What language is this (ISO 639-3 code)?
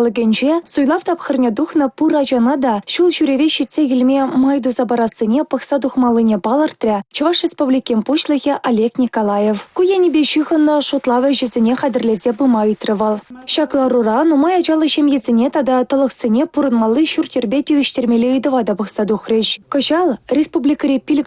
chv